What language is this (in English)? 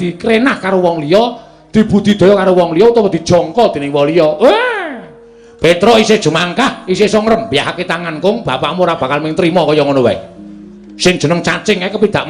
Javanese